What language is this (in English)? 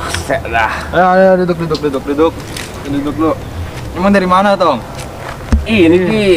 Betawi